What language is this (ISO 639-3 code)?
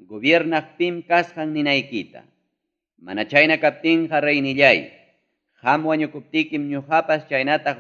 quy